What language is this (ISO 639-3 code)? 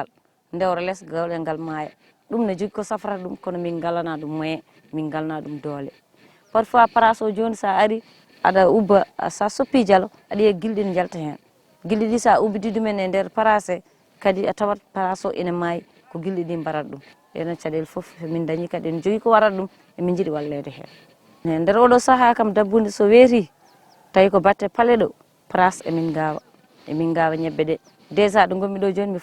ful